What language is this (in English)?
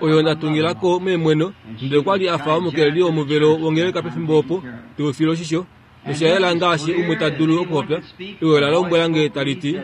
Kuanyama